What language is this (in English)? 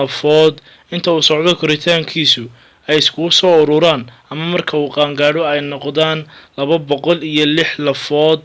Somali